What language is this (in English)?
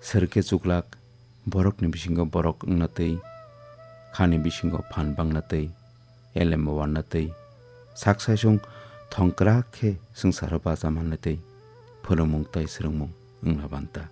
Kok Borok